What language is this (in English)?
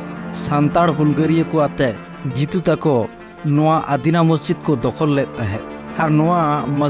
Santali